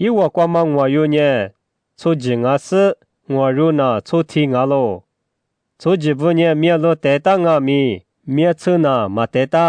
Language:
Lisu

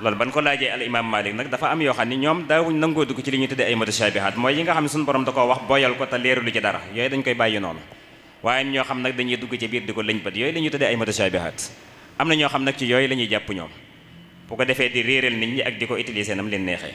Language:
Wolof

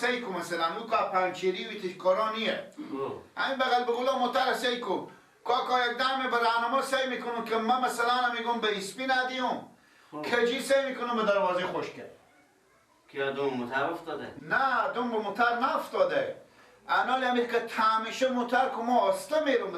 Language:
Persian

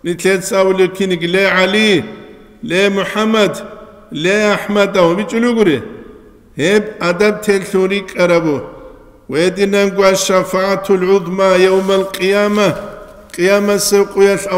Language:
Avaric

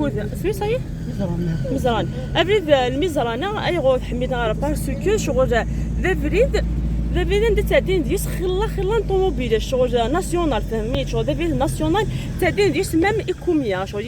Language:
Algerian Arabic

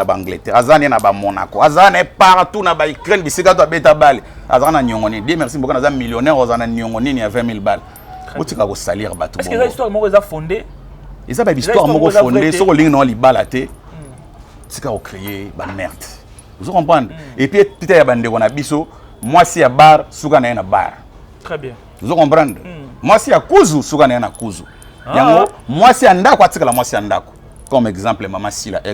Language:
Lingala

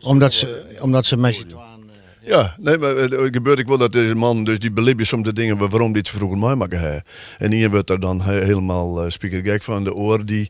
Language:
Western Frisian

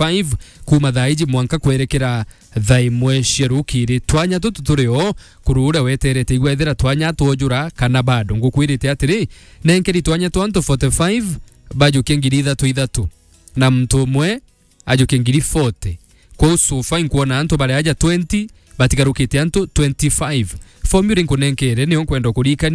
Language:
Meru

